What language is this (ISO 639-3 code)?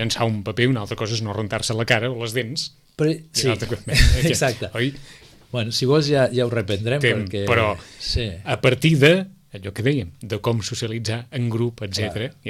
cat